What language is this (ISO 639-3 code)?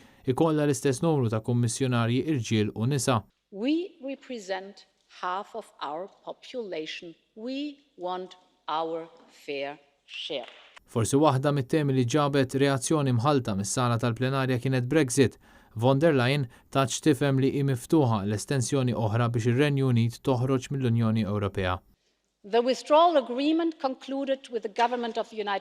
mlt